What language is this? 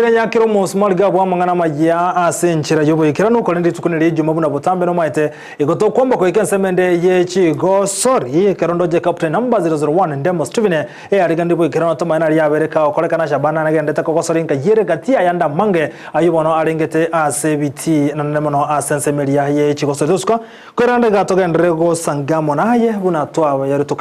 Gusii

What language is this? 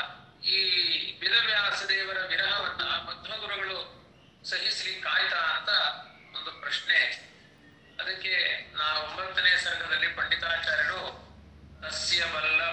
Kannada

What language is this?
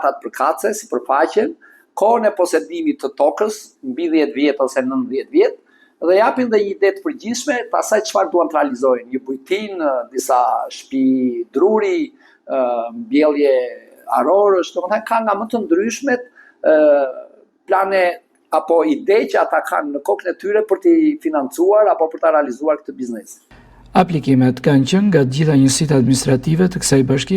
Albanian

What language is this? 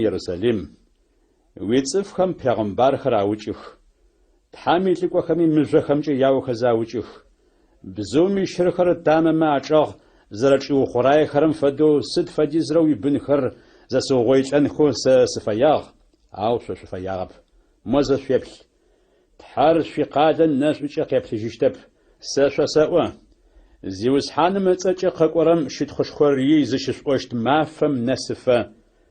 Adyghe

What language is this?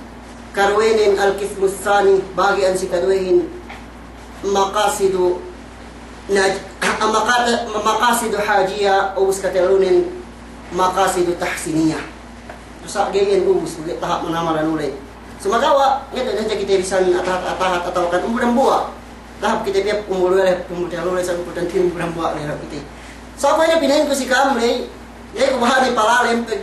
Yakan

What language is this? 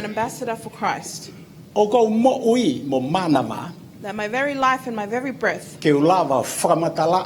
Tongan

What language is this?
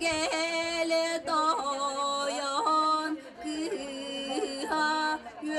Yakut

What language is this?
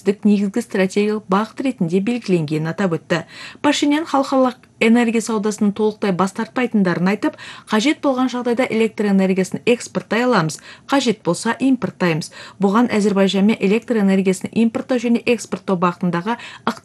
Kazakh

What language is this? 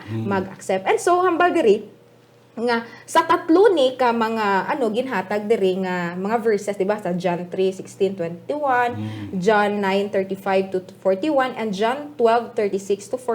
Hiligaynon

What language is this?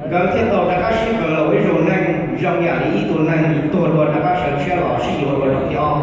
Hmong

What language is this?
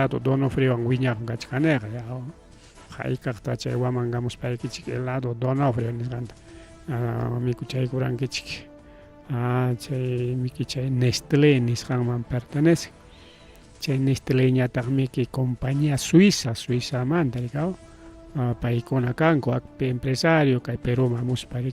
Ayacucho Quechua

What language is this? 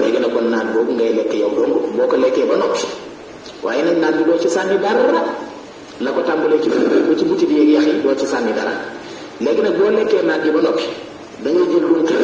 Wolof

